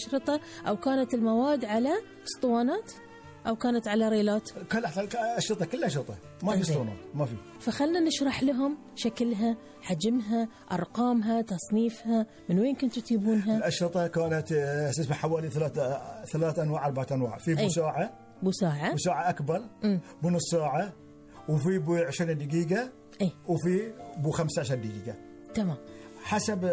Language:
Gulf Arabic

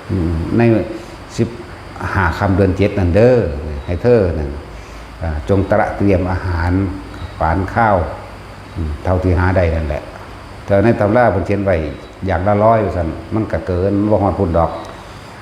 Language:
Northeastern Thai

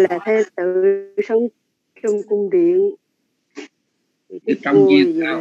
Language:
Vietnamese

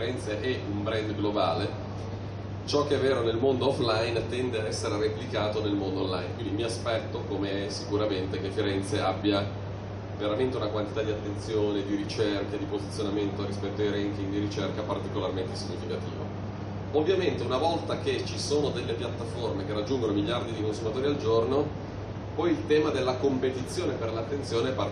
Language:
Italian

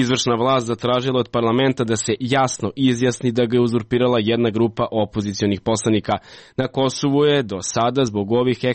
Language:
Serbian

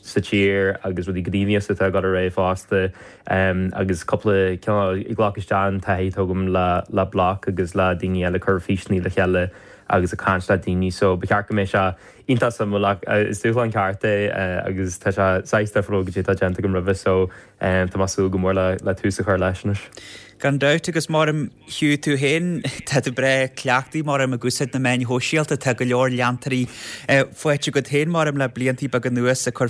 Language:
Irish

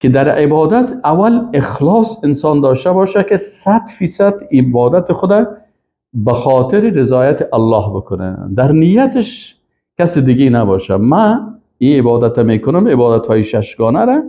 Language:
Persian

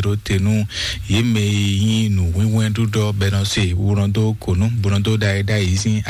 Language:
Fon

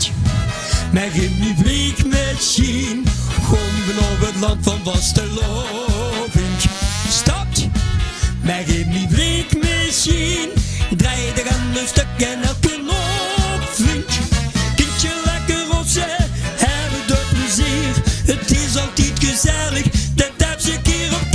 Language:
Limburgish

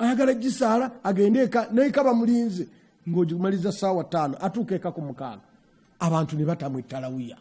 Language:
Ganda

